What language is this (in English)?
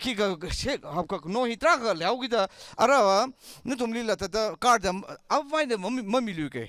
Tangkhul Naga (India)